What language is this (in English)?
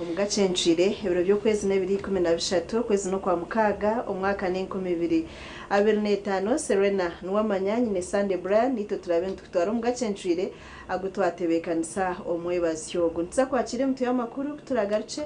Nyankole